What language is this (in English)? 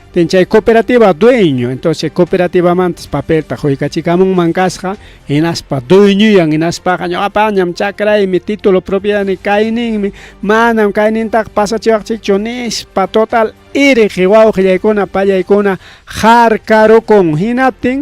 Ayacucho Quechua